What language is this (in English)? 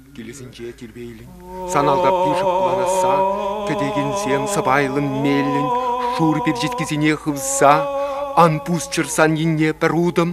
Chuvash